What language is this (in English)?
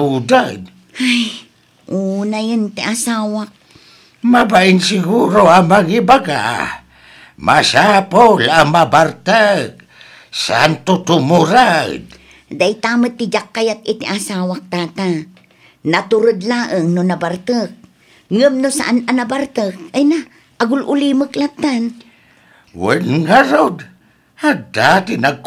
Iloko